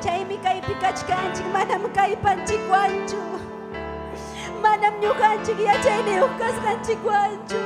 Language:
Ayacucho Quechua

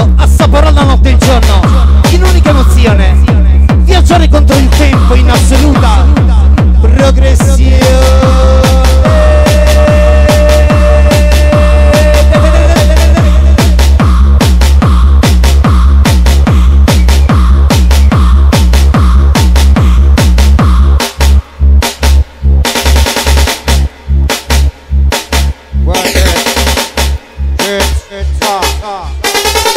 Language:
Italian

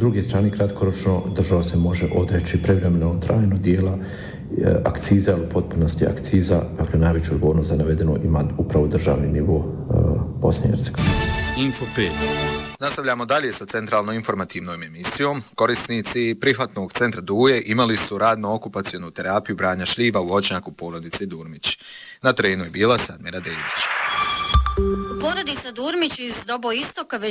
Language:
Bosnian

